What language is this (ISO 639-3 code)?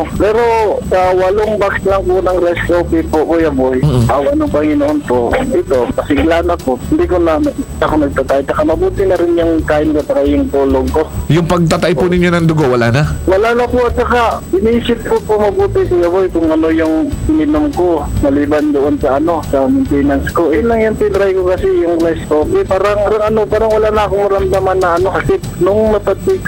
fil